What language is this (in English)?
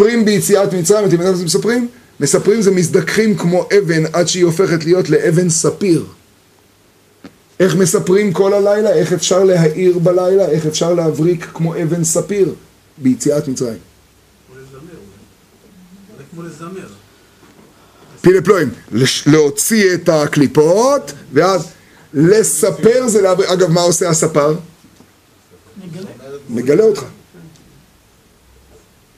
Hebrew